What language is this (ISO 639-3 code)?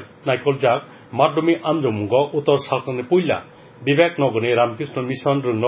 trp